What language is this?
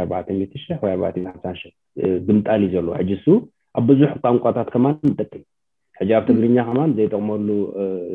Tigrinya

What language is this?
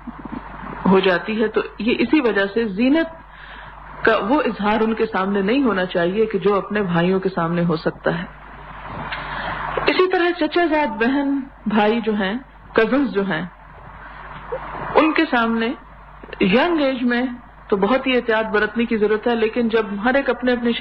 Urdu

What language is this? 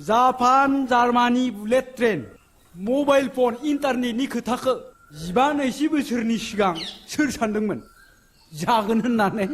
Bodo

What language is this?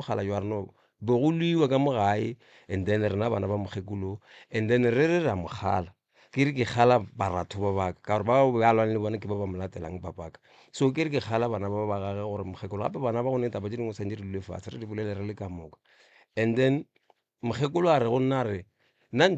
Northern Sotho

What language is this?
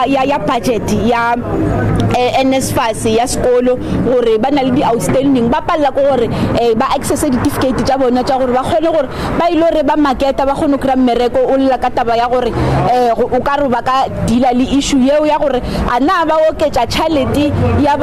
Northern Sotho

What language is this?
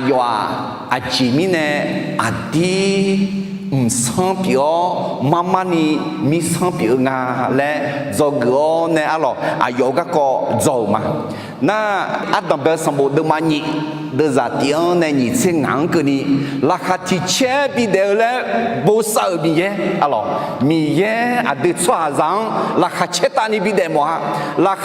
Akha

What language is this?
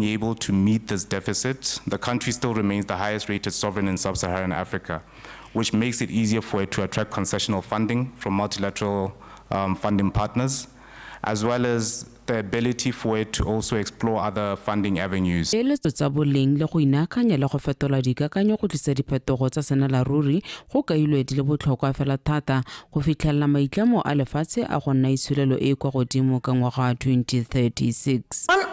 Tswana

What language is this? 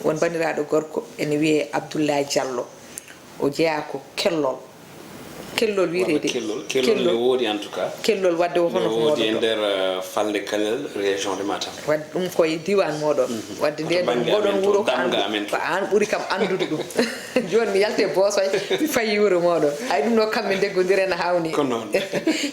Fula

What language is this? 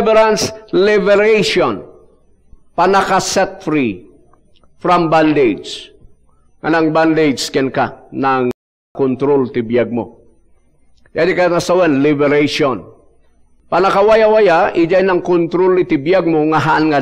Iloko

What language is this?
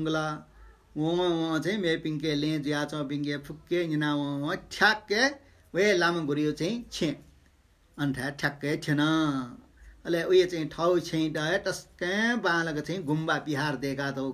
Newari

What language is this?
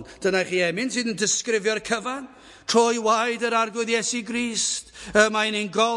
Welsh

